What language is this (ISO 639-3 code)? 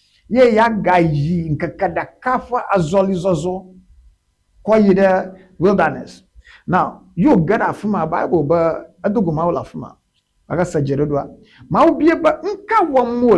ewe